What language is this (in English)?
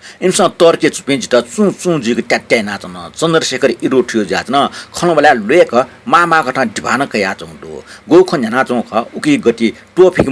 Newari